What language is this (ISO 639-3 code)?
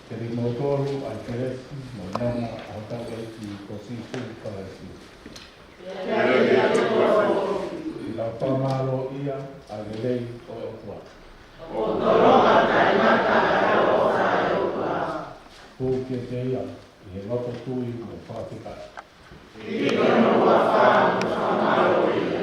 ton